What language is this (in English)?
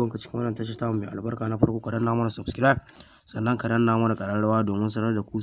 Hausa